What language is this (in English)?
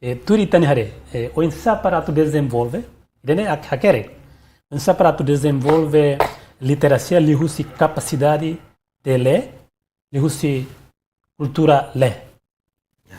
Tetum